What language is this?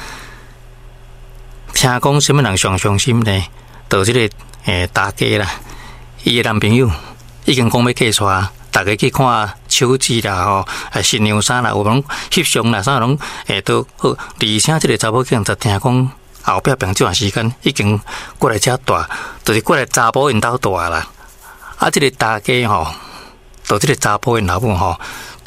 Min Nan Chinese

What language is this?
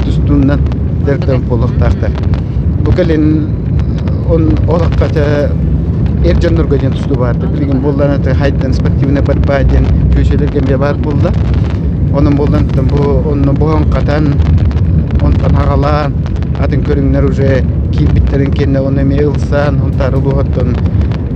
Yakut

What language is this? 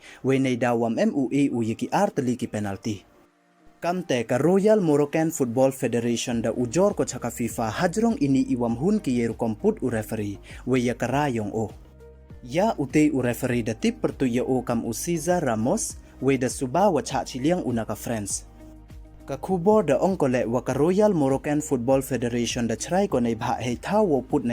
Pnar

